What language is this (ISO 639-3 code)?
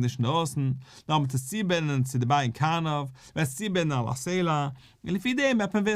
yid